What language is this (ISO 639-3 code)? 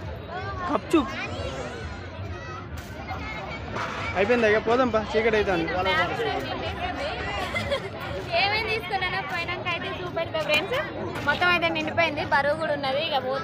tel